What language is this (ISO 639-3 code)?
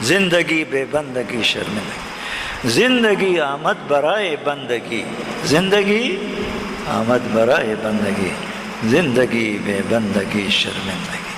pus